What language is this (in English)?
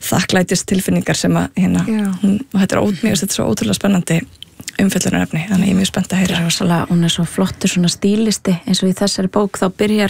Icelandic